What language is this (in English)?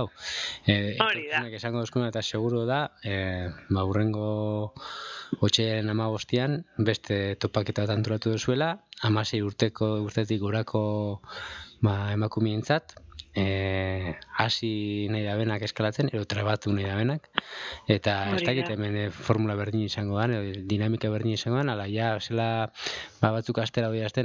Basque